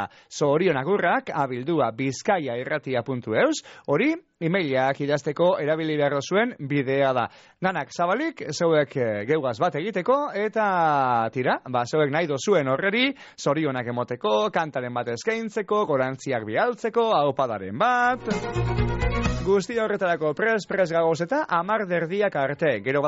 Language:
Basque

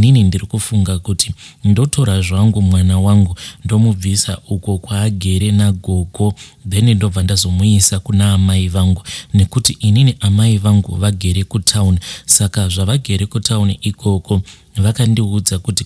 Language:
Shona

